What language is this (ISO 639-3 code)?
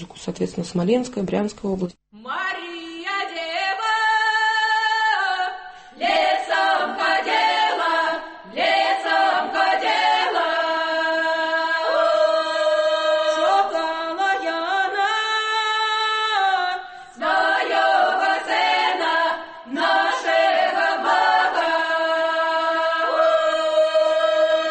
rus